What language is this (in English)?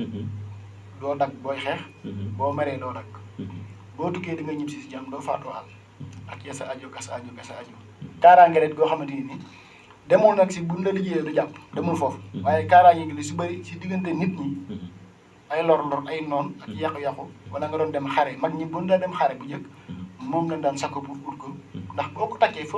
Wolof